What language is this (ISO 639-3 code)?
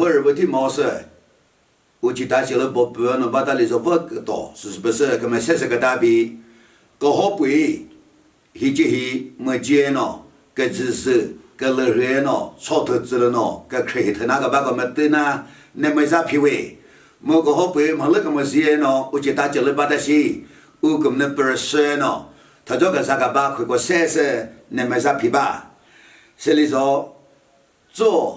nri